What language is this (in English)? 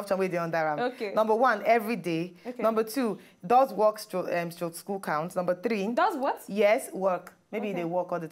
Nigerian Pidgin